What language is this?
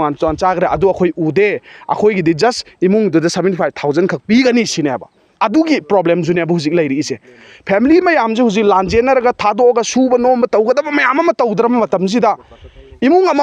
Manipuri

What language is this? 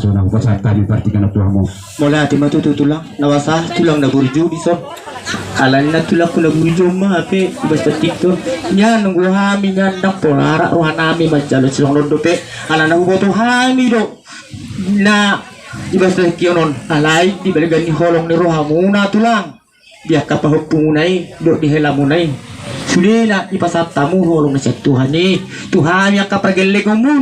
Batak Toba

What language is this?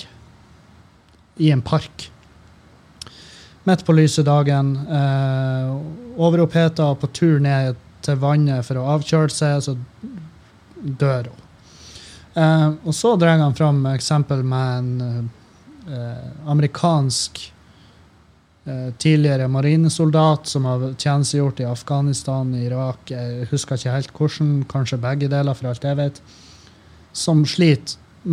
Norwegian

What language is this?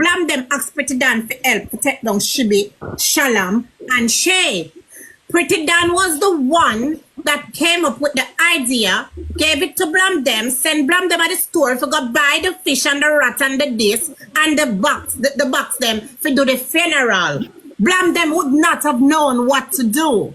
Jamaican Creole English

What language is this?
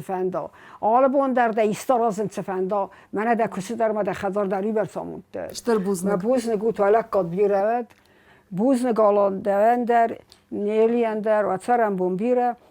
Ossetic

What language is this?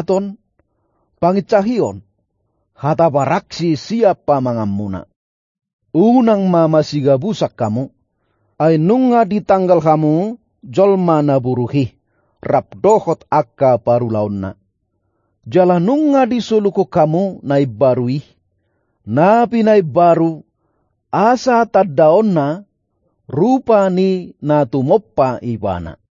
Batak Toba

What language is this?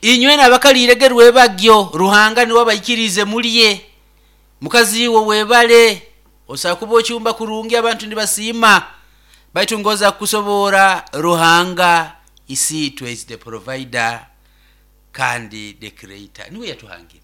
Nyoro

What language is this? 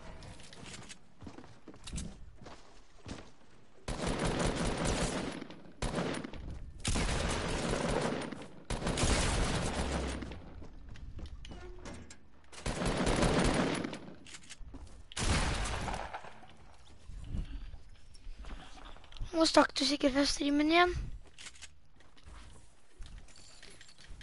Norwegian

